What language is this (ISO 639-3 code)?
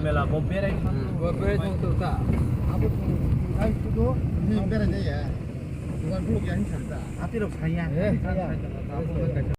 trp